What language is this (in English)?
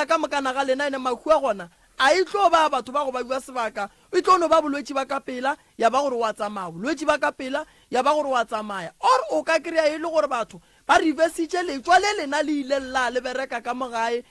Northern Sotho